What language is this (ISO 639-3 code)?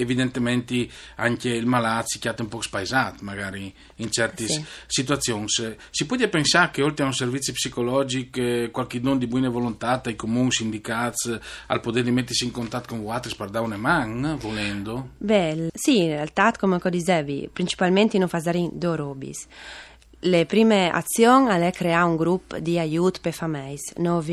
fur